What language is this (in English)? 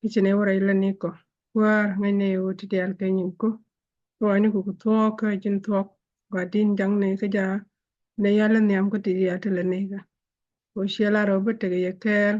Nuer